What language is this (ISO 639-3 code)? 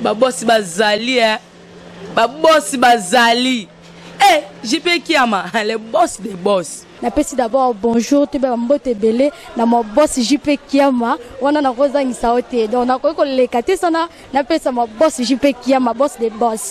lin